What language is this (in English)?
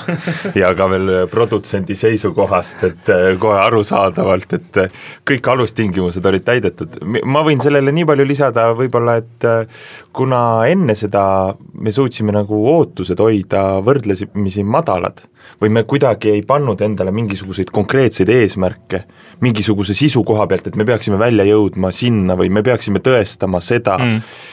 Estonian